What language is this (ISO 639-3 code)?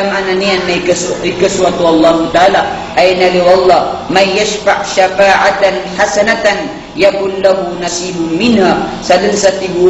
mrw